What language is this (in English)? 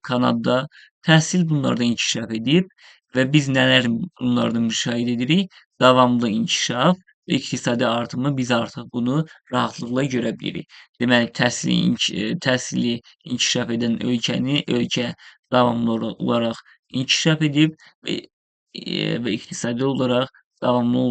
Azerbaijani